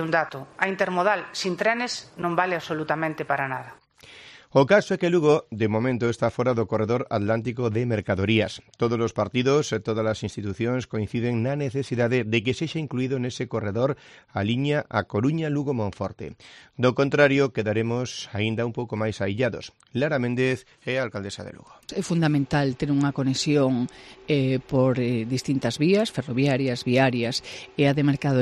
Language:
Galician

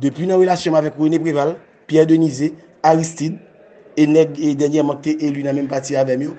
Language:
Haitian Creole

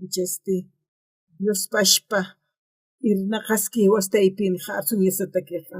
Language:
Aymara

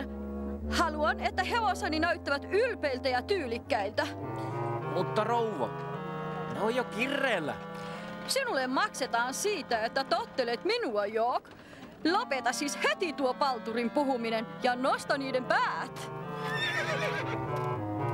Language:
Finnish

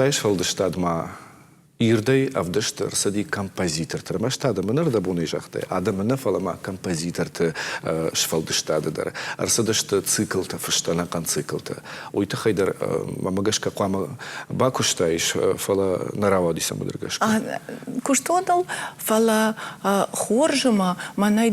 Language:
Ossetic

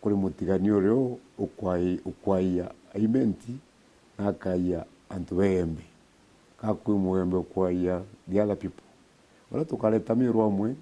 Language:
Meru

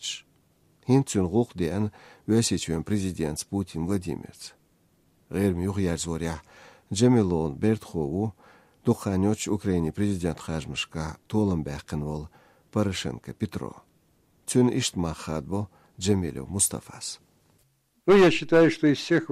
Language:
Chechen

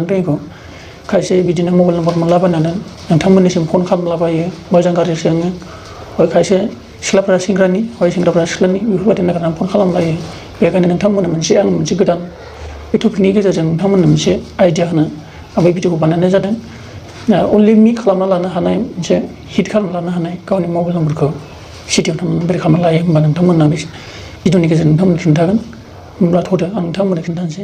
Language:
Bodo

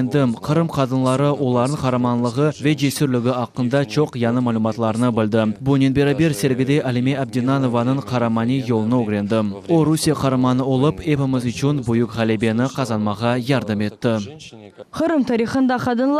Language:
Crimean Tatar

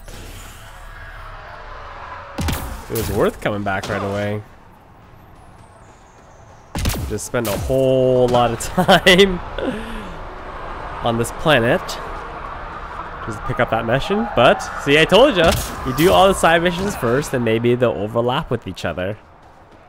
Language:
English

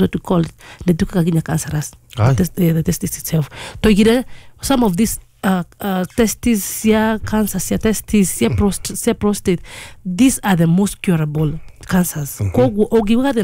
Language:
Kikuyu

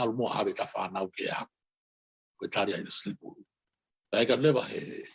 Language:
Tongan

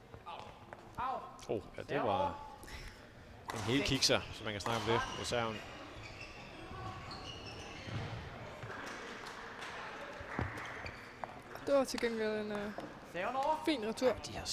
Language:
Danish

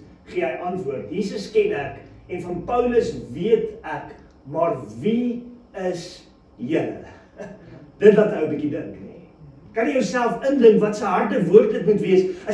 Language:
Afrikaans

